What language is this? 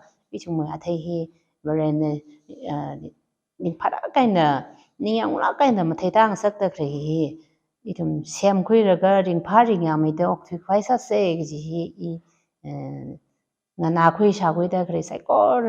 Tangkhul Naga (India)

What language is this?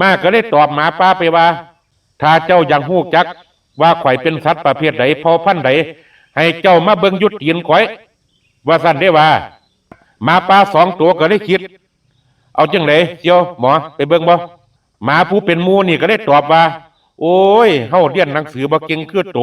Lao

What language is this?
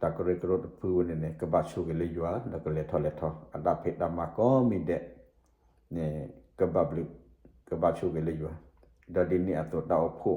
S'gaw Karen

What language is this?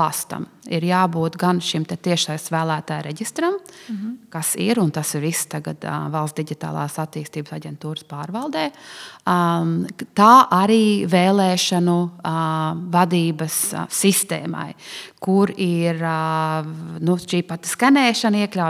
Latvian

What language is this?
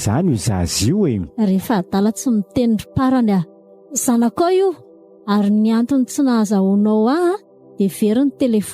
Malagasy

